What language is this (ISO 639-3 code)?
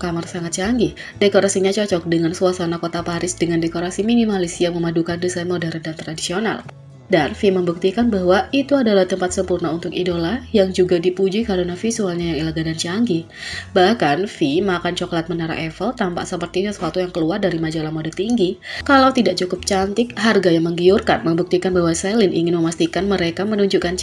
ind